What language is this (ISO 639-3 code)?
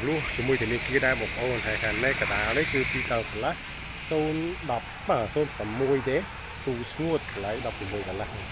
khm